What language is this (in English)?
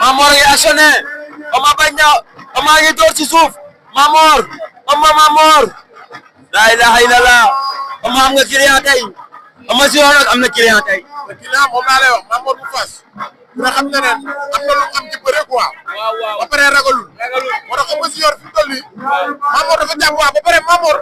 Wolof